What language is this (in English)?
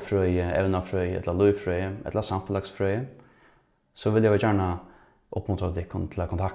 Faroese